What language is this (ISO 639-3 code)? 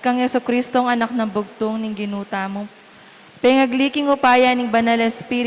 pam